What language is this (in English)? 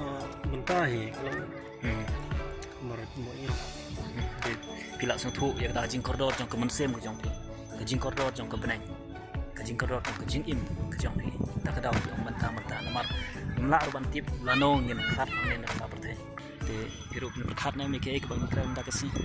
Khasi